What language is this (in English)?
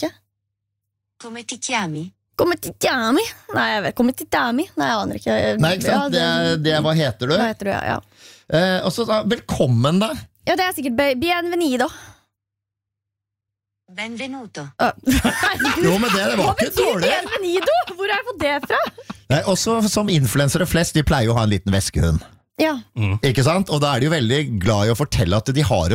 Norwegian